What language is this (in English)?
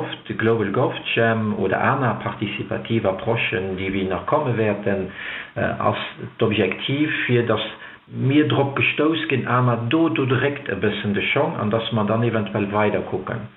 Luxembourgish